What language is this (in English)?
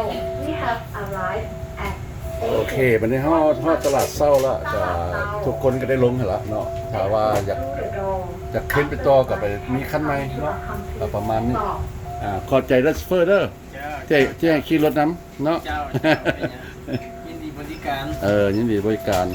Lao